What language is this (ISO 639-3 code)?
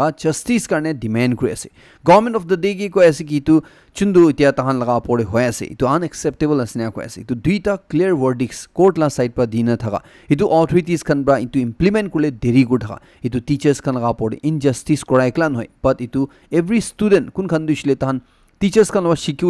nag